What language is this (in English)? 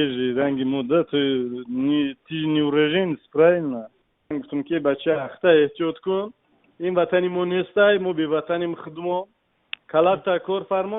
Tajik